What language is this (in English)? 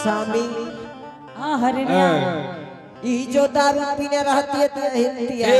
Angika